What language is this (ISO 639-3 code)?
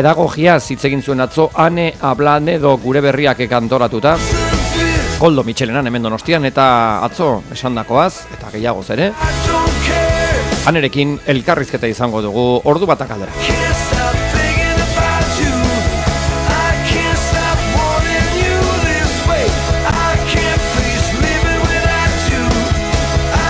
eus